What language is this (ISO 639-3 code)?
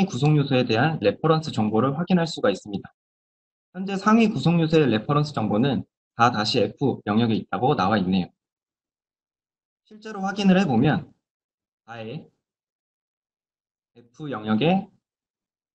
kor